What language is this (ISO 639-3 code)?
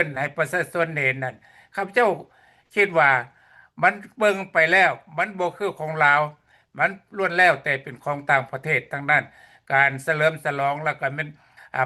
lao